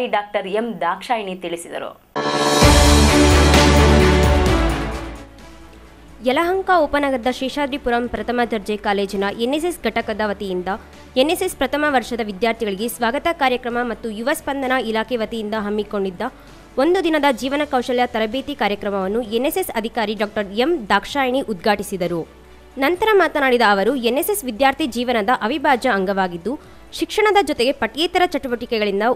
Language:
Kannada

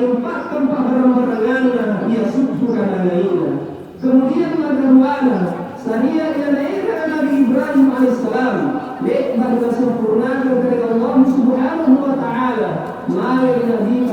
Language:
Makasar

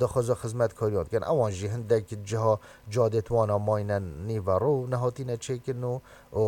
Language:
Kurdish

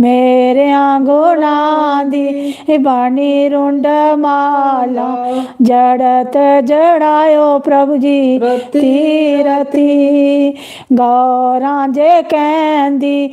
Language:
Dogri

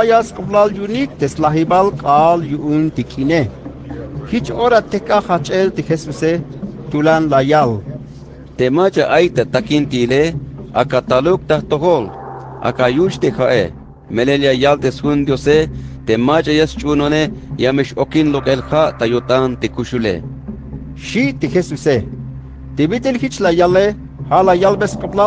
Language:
Tzeltal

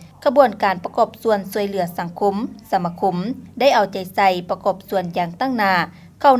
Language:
Lao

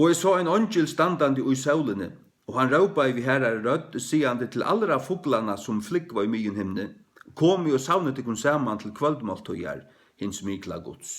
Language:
Faroese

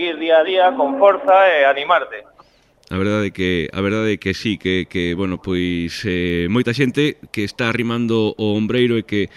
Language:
Galician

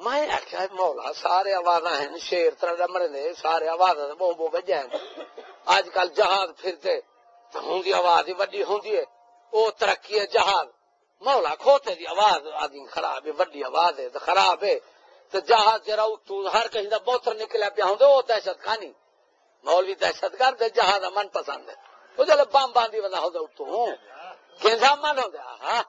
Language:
Saraiki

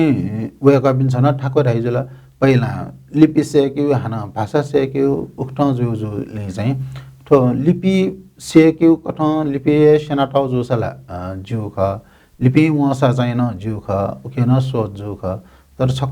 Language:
Newari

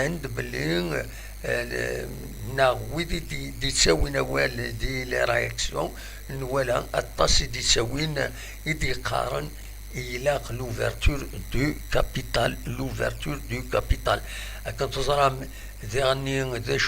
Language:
Kabyle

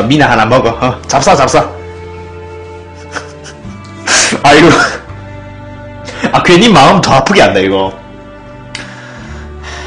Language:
Korean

